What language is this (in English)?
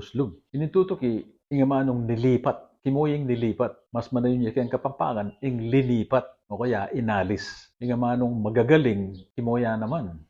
Pampanga